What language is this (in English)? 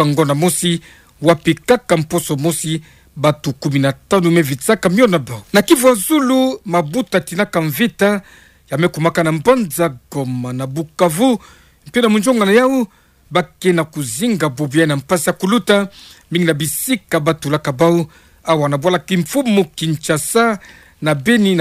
Kituba (Democratic Republic of Congo)